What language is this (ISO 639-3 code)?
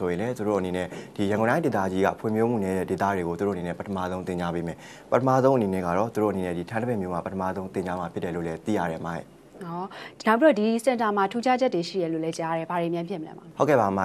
mya